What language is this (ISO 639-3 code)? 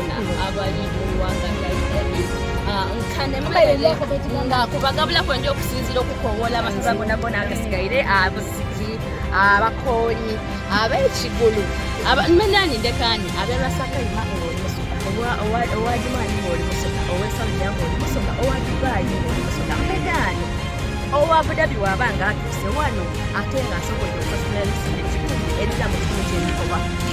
xog